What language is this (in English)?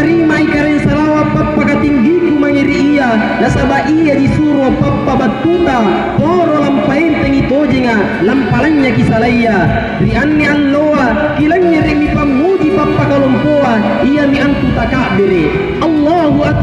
Makasar